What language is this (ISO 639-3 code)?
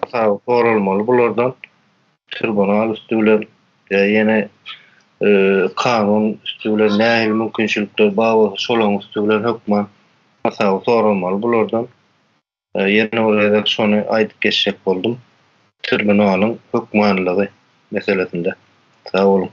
tuk